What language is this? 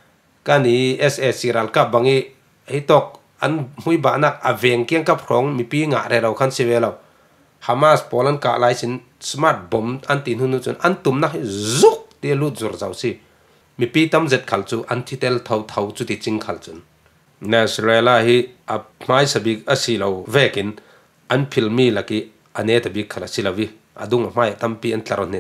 Falam Chin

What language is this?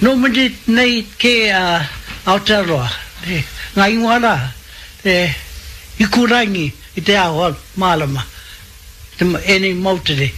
Māori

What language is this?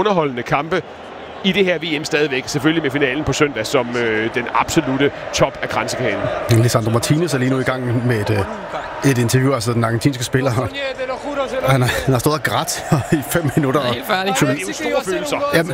Danish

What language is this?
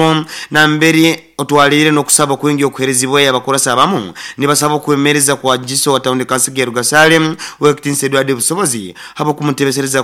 Nyoro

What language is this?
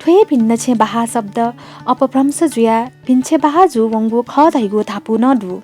Newari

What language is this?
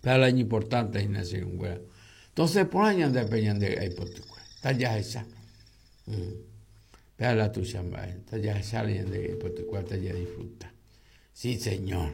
Guarani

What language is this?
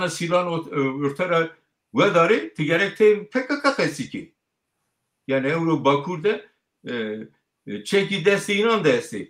Zaza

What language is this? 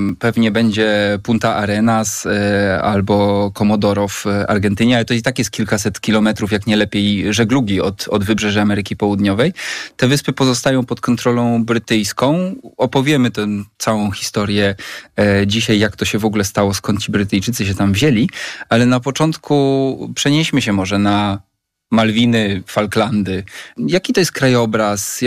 Polish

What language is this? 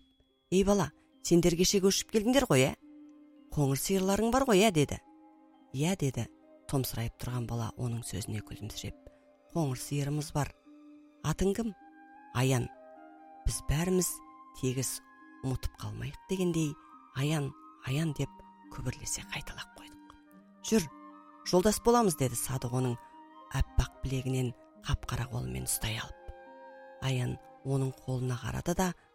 Kazakh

